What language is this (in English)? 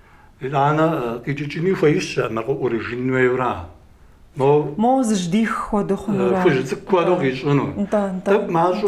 Kabardian